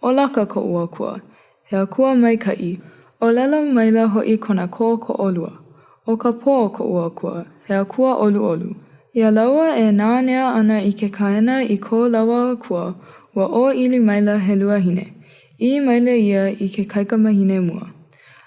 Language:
Hawaiian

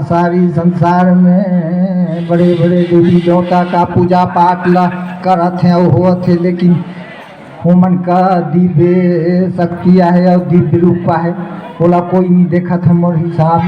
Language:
Surgujia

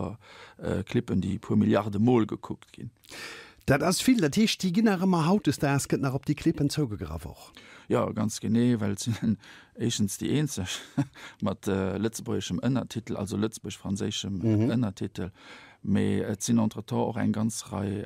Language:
Luxembourgish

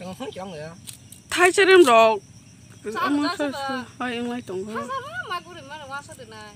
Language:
Kok Borok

